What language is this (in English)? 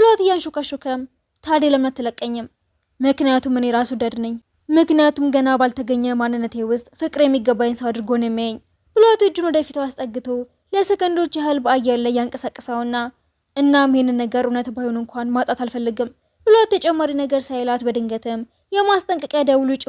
Amharic